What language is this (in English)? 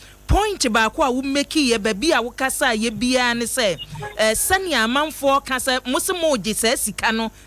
Akan